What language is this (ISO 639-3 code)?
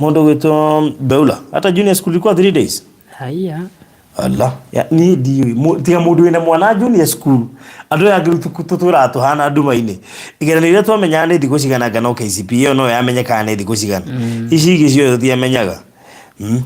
kik